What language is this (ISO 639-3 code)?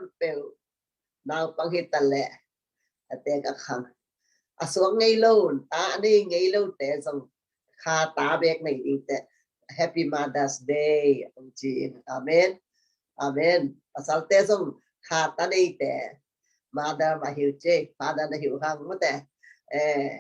ctd